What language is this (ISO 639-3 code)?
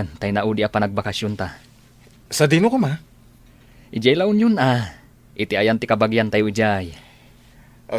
ilo